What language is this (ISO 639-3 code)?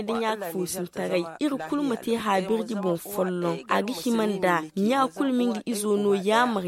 dje